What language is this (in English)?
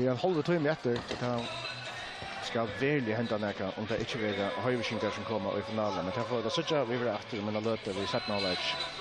Faroese